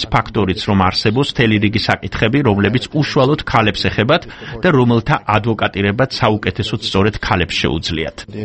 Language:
Georgian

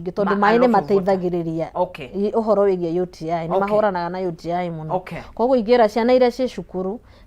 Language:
Kikuyu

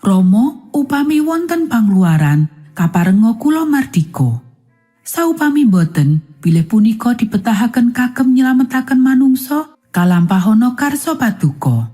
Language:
Javanese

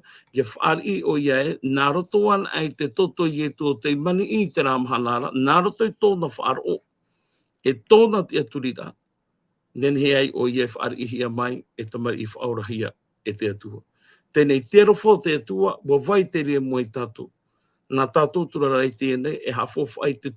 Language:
Tahitian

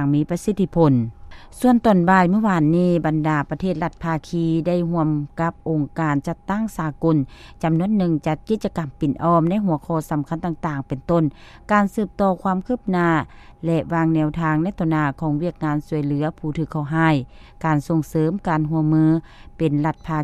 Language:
Lao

